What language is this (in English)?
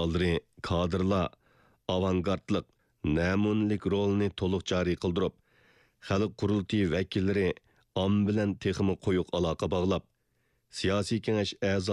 Uyghur